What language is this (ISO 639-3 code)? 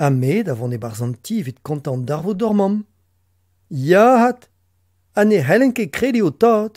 bre